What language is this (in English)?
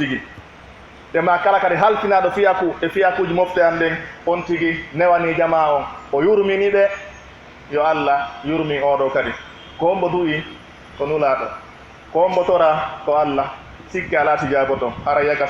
Pular